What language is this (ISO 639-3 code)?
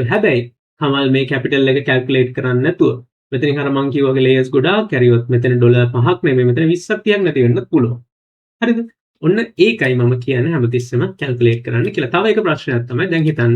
sin